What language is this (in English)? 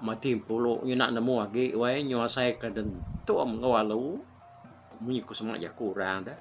Iban